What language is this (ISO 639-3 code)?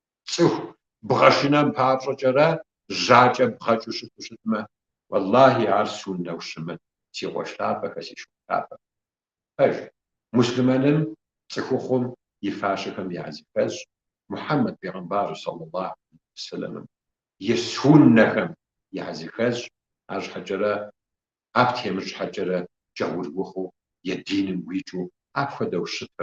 kbd